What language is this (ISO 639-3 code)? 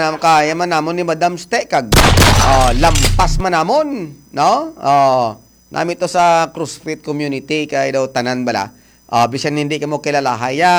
hil